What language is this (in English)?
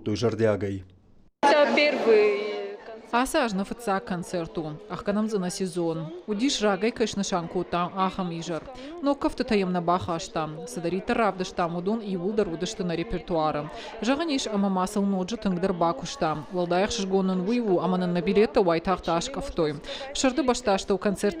Ossetic